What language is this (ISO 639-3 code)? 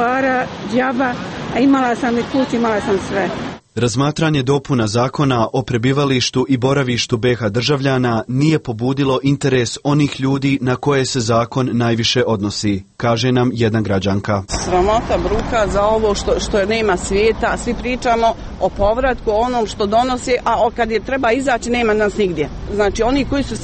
bos